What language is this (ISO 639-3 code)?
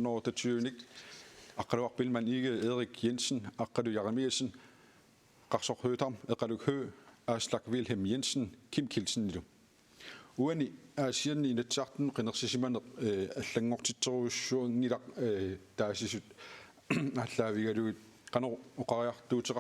kal